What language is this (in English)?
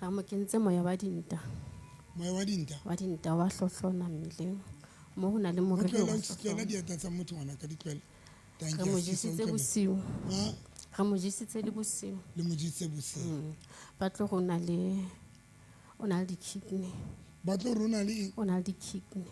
Southern Sotho